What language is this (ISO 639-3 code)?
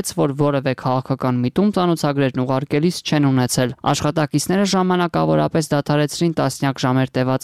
hye